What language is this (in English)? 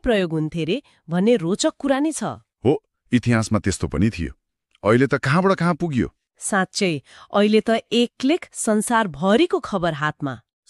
Nepali